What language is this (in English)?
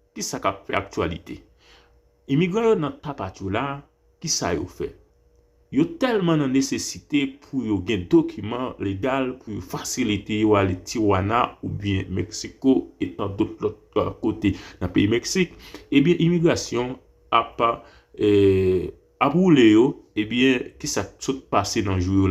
Haitian Creole